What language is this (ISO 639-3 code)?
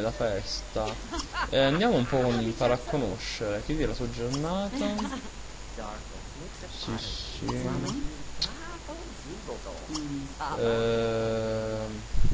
ita